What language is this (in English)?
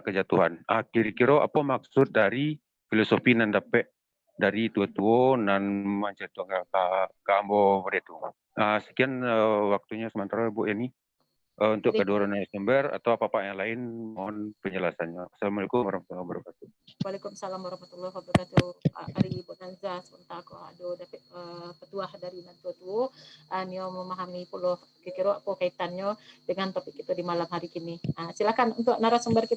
Minangkabau